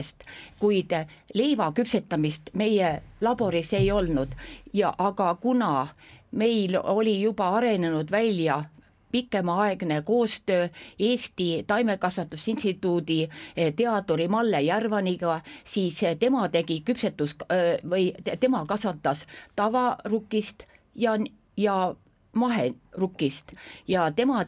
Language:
Estonian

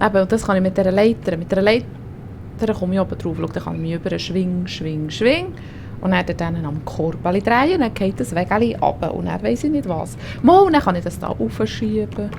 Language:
Swiss German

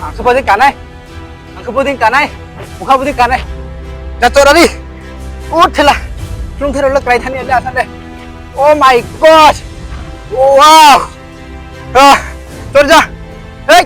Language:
Riang (India)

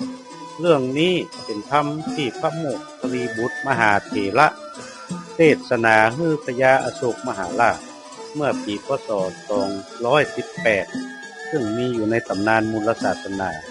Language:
Northern Thai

